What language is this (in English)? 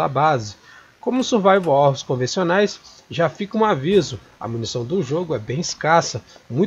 Portuguese